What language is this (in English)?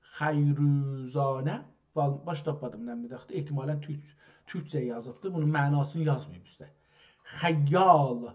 South Azerbaijani